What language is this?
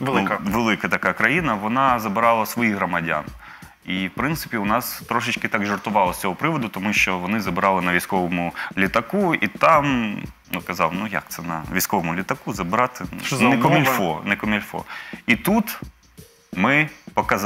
Ukrainian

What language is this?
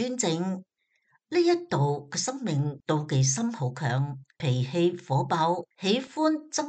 Cantonese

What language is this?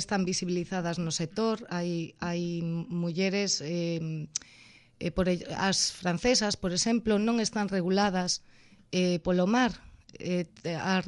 Galician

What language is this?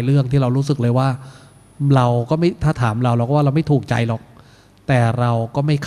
Thai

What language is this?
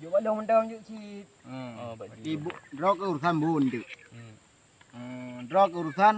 Achinese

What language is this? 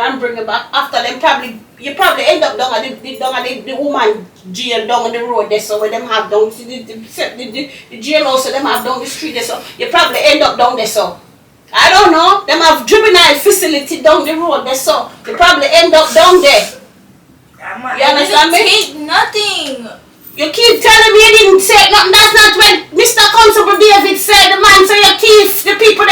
Jamaican Creole English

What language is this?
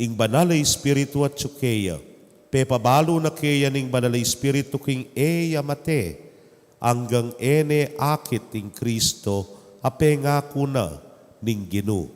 Pampanga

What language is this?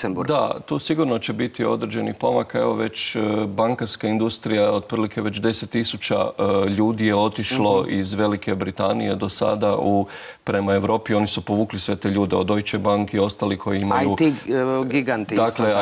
Croatian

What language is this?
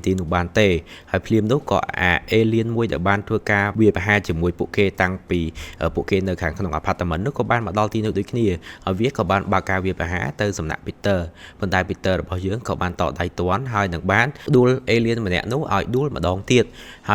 Khmer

